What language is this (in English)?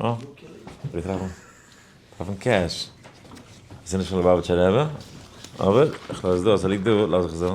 Yiddish